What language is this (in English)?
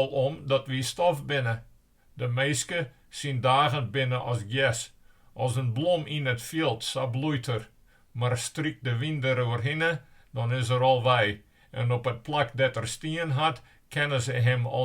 Western Frisian